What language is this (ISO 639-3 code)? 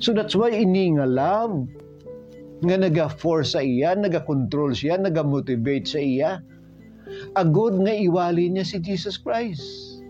hil